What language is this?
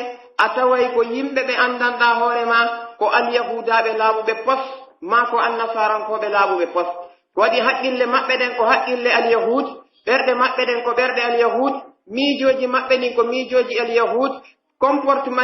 Pular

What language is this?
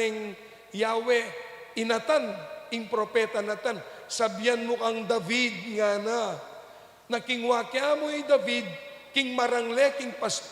Pampanga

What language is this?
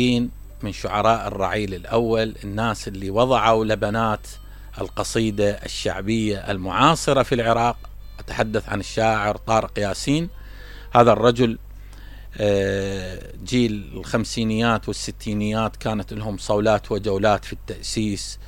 Mesopotamian Arabic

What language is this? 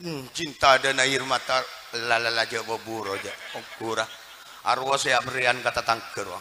Madurese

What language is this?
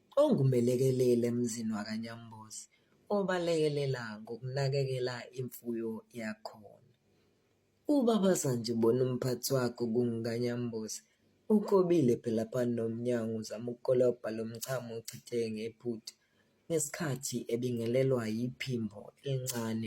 Zulu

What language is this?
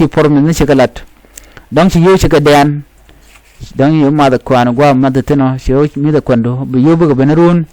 Nuer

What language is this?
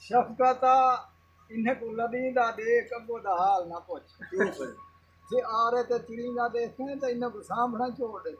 Saraiki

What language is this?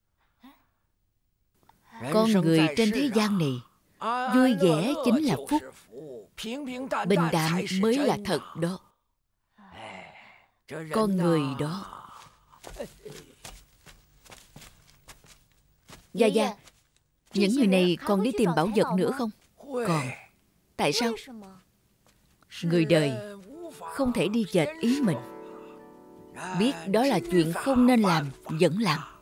Vietnamese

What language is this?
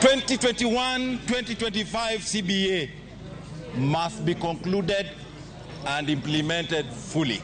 Luo (Kenya and Tanzania)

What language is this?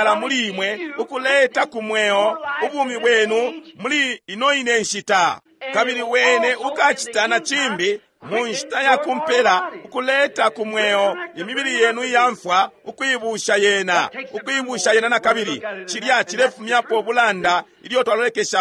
Bemba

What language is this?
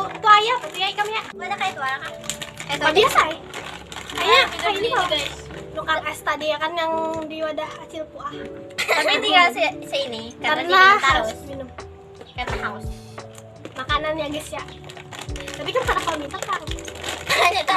Banjar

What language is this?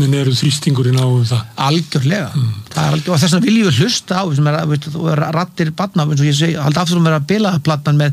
Icelandic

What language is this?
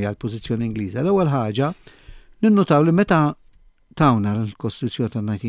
Maltese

